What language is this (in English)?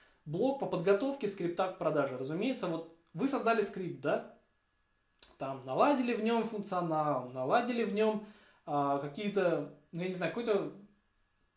Russian